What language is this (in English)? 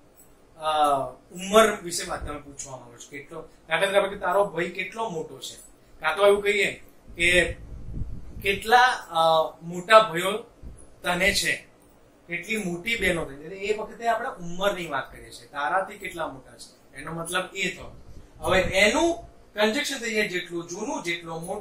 Gujarati